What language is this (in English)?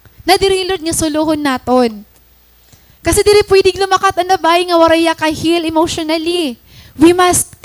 Waray